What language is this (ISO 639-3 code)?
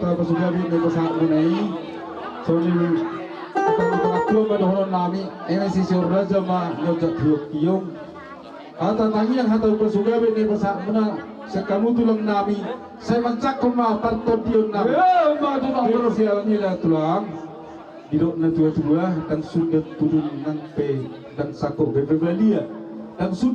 bbc